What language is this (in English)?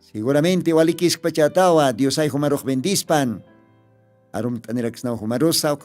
Aymara